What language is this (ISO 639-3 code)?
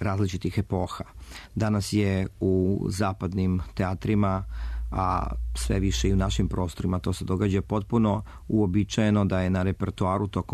srp